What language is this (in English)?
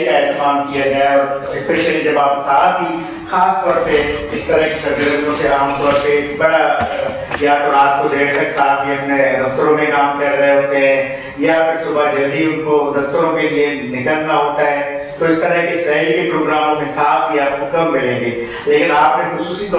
Urdu